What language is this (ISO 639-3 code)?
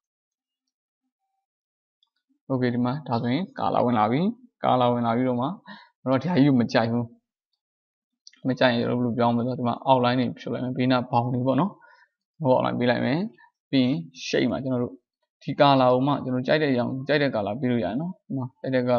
mya